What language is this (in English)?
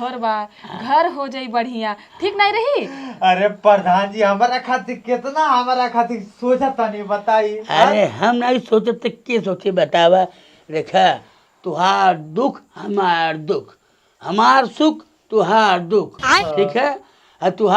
Bhojpuri